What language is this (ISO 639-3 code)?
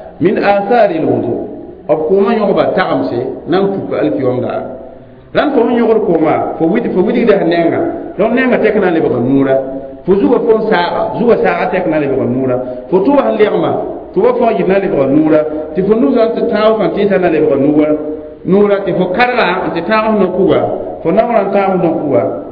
mos